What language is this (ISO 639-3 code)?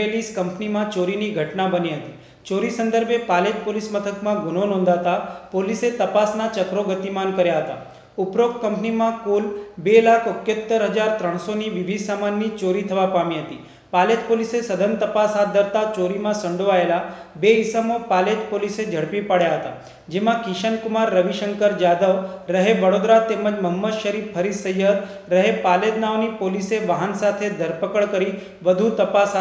guj